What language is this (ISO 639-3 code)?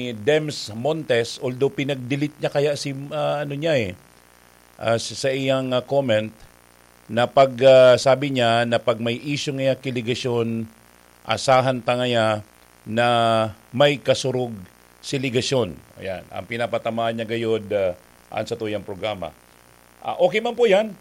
bik